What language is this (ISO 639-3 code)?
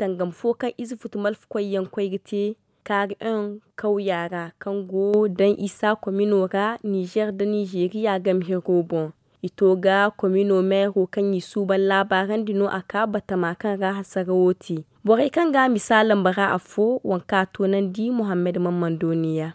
dje